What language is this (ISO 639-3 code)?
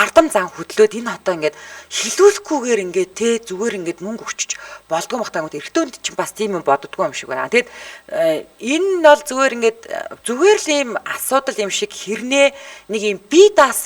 mon